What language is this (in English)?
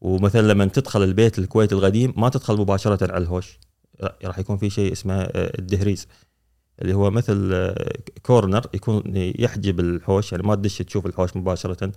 Gulf Arabic